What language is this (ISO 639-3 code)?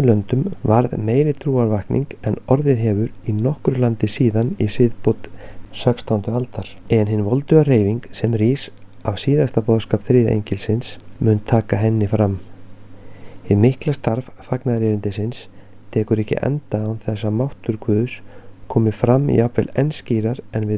isl